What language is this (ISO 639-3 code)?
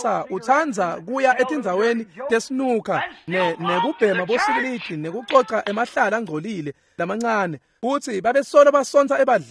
ssw